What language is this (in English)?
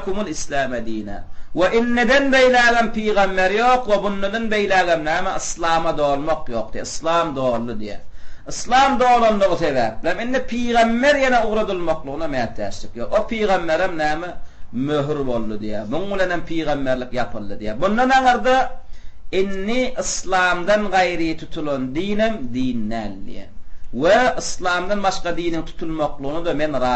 Turkmen